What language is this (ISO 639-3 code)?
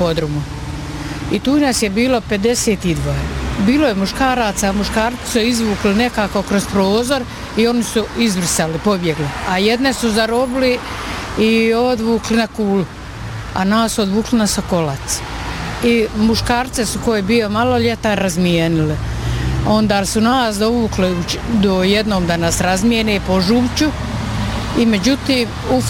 bos